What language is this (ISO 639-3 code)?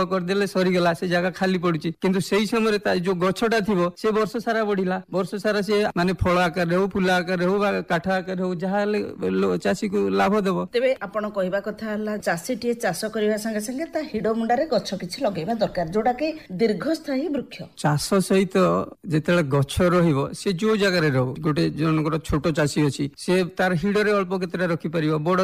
ori